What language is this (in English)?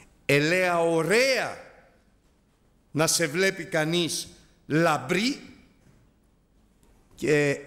Greek